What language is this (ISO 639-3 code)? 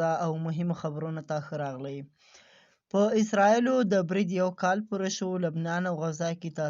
pus